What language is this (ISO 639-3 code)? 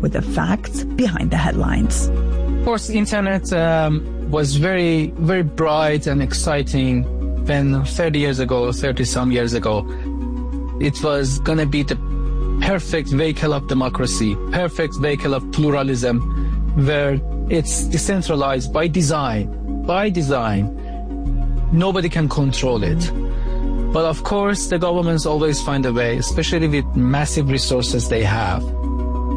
eng